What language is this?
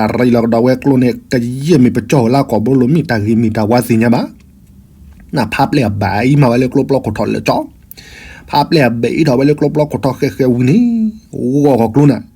S'gaw Karen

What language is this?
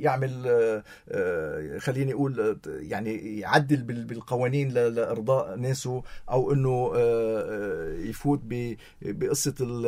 North Levantine Arabic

